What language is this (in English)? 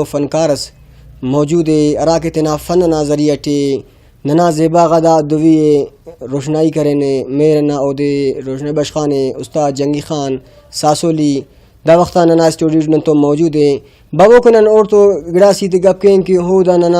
Brahui